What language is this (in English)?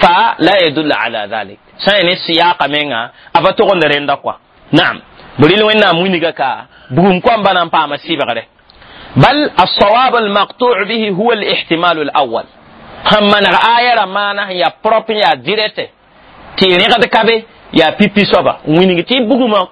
Mossi